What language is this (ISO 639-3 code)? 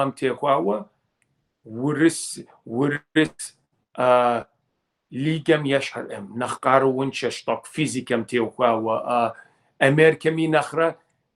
kbd